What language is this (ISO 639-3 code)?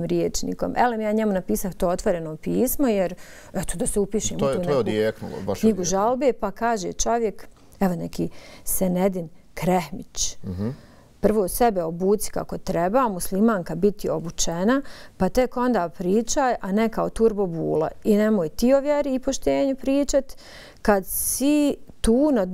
bos